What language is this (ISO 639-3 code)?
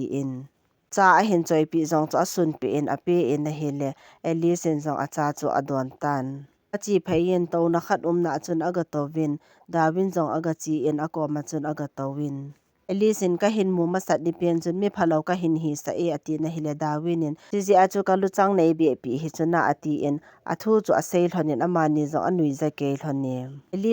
tcz